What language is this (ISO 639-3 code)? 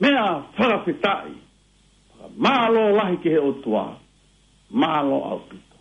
ton